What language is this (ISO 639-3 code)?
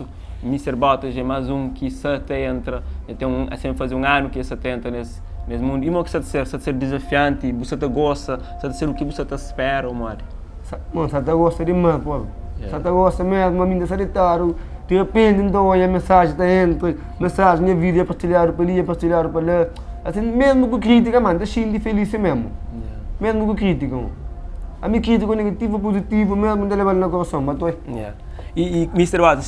kea